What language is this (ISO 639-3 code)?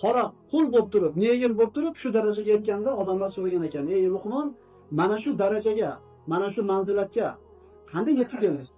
uzb